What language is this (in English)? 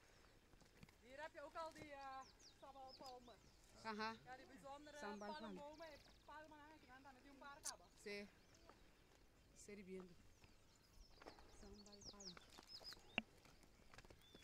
Dutch